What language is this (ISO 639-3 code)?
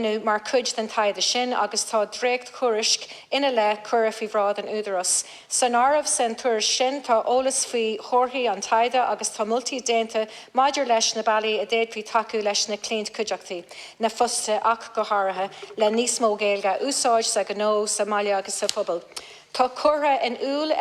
gle